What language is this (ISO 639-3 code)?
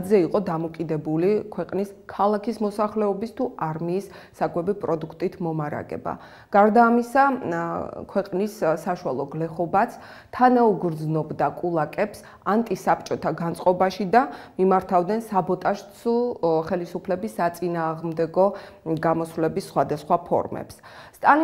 kat